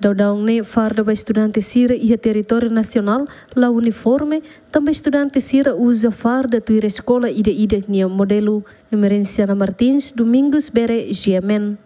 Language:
Tetum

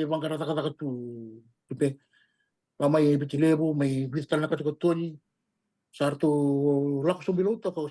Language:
Fijian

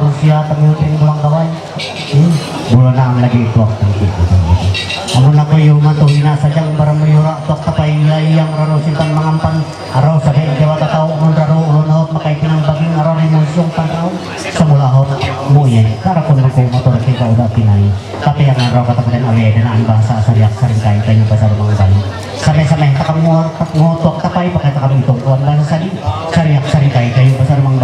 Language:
Ma'anyan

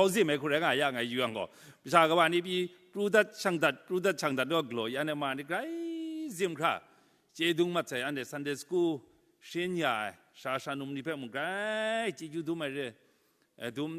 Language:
Kachin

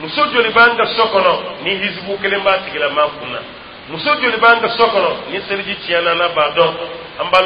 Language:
Dyula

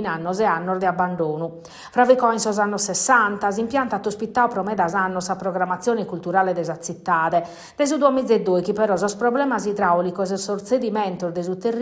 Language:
Sardinian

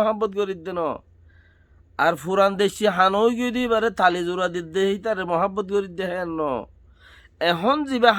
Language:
Rohingya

